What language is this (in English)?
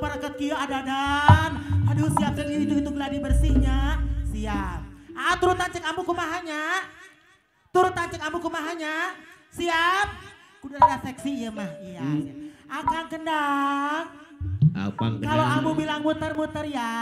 Sundanese